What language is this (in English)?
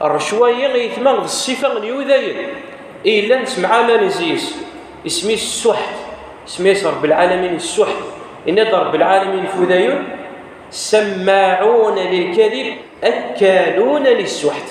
Kabyle